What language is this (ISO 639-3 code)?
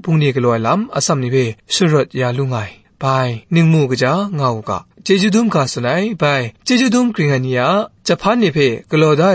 kac